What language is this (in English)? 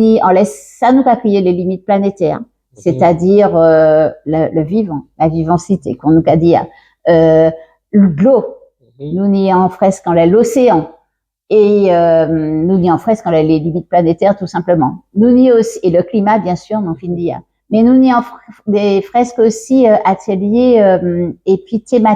Guadeloupean Creole French